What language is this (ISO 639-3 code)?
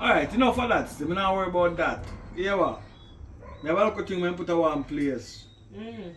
jam